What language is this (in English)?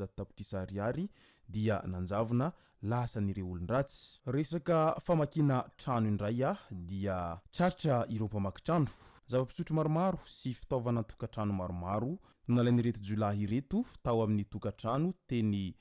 Malagasy